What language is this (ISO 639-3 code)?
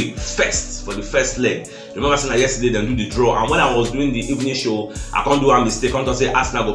pcm